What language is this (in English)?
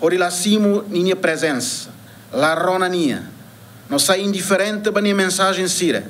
Tetum